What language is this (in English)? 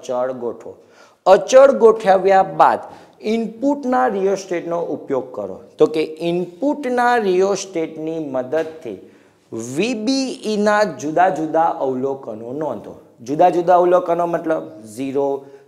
Gujarati